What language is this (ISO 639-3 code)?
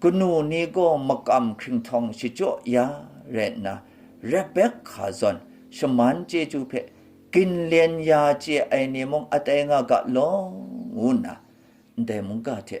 kac